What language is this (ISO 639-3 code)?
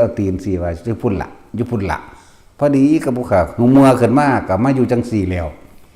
tts